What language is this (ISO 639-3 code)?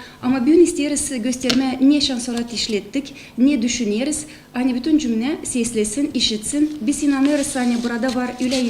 gag